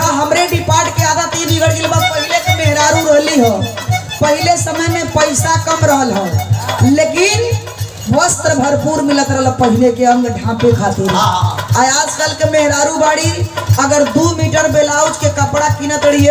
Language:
Bhojpuri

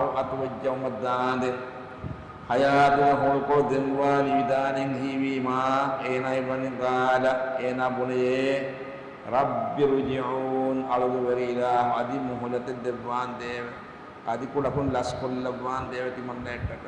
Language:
Divehi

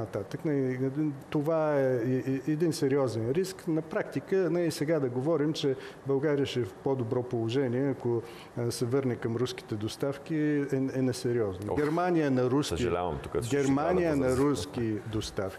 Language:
Bulgarian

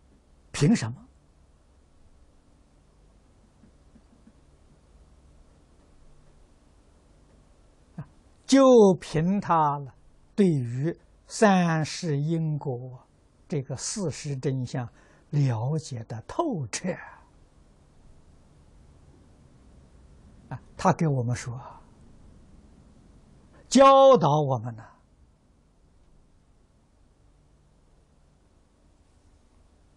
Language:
Chinese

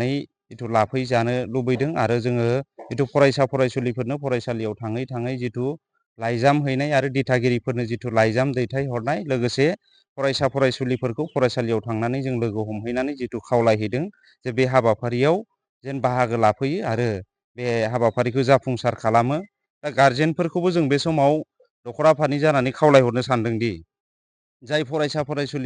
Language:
Bodo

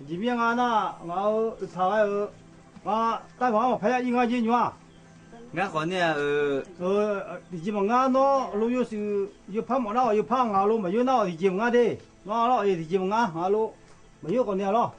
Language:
Akha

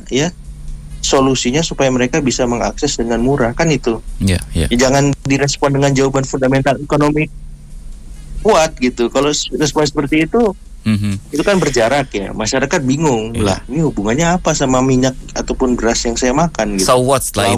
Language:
Indonesian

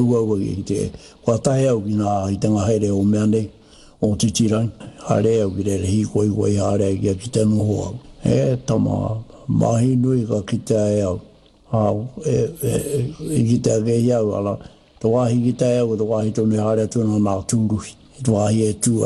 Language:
Māori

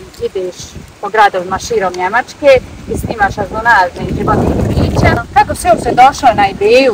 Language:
Croatian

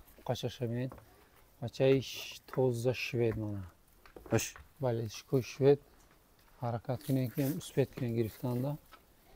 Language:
Tajik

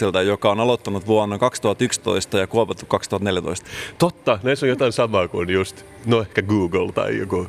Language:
Finnish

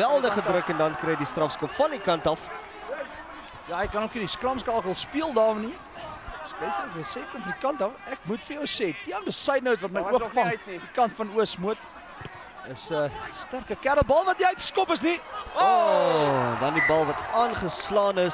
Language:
Afrikaans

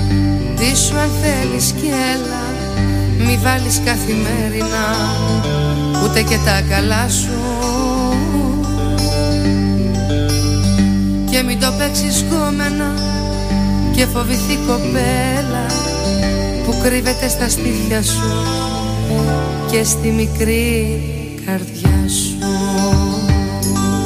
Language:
Greek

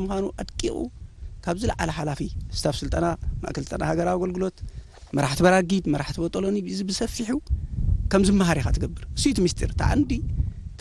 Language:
Tigrinya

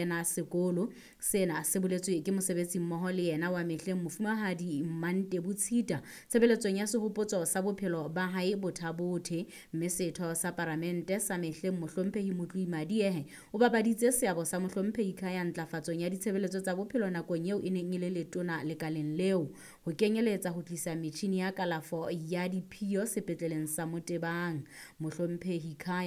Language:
Southern Sotho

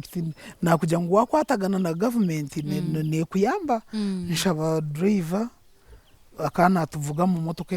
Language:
Nyankole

